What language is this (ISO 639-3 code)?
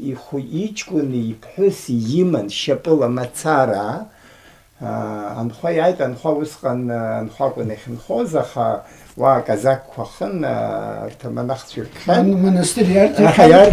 abk